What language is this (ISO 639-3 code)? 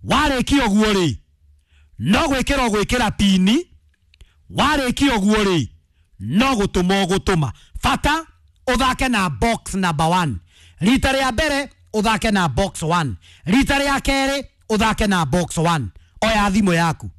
kik